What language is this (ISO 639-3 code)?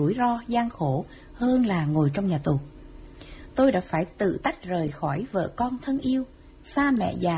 vie